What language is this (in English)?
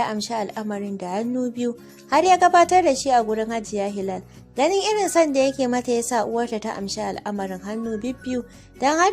Hausa